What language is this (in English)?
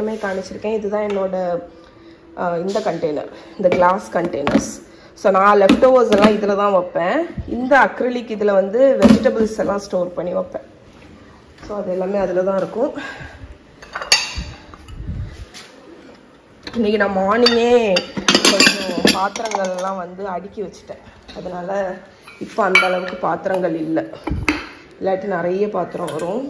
Tamil